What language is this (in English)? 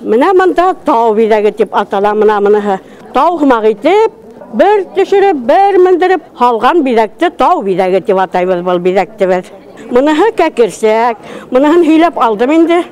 Bashkir